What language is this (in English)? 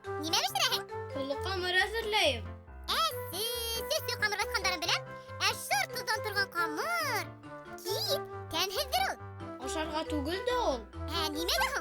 Bashkir